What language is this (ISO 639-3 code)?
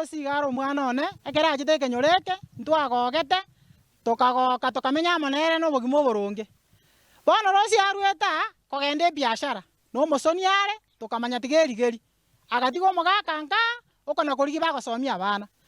guz